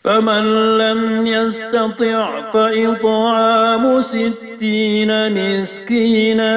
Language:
Maranao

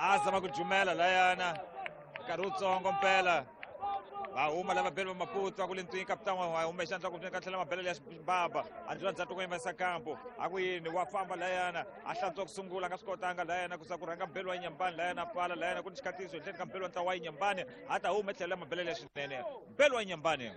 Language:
Tsonga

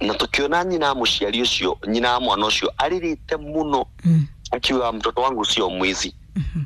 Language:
Kikuyu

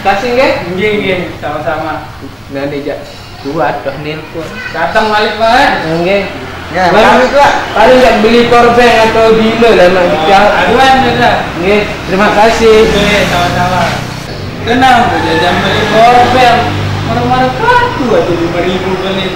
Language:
Sasak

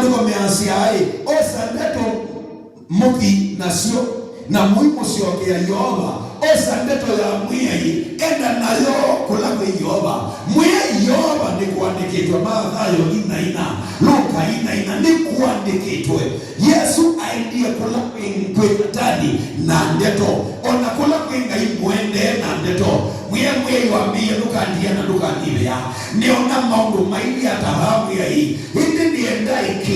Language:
Kamba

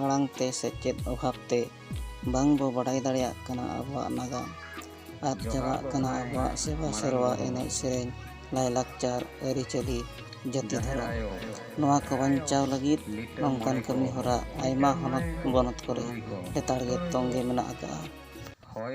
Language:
Santali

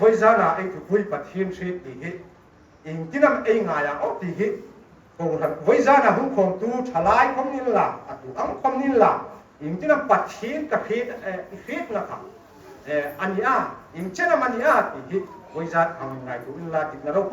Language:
Hmar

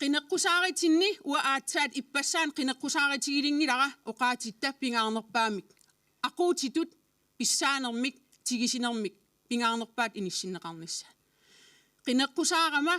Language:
Kalaallisut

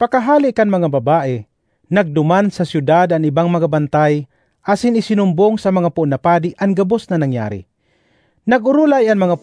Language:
Bikol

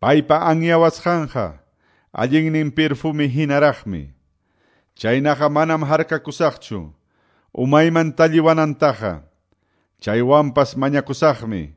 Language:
Quechua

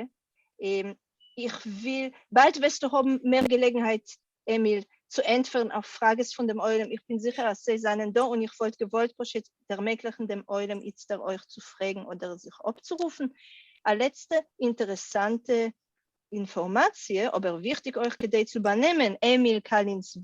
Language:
Yiddish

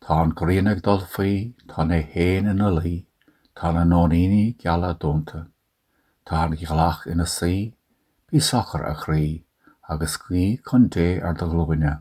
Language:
Irish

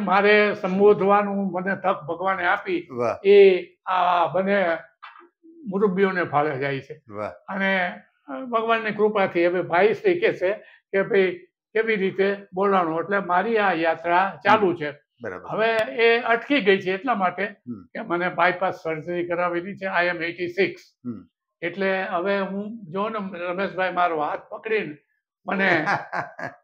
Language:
Gujarati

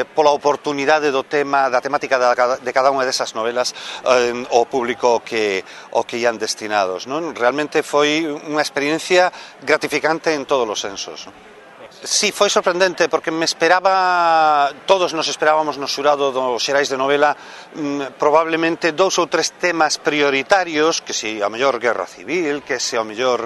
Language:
Galician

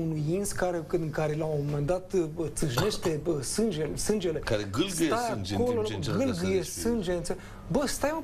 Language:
Romanian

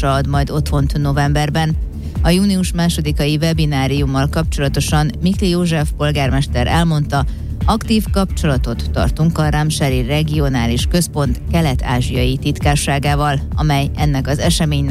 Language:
Hungarian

